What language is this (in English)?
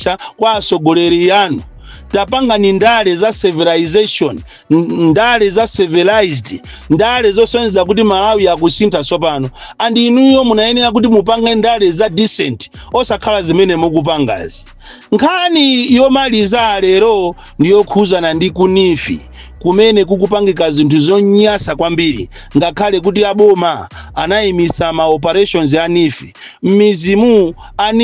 Nyanja